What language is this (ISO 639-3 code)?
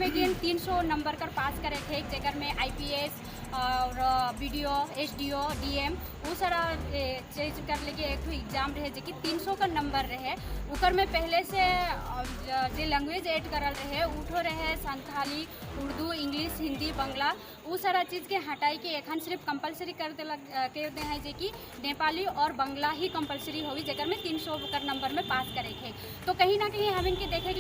sck